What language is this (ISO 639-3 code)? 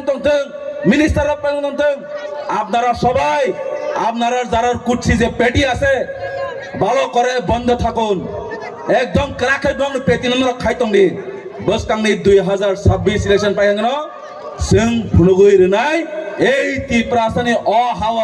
trp